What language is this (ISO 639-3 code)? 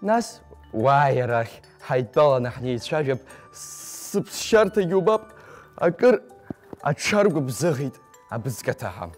abk